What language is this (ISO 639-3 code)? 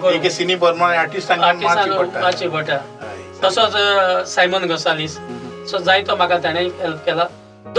kok